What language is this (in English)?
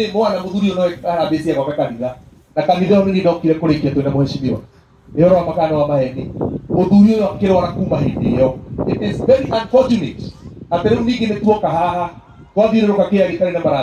Kikuyu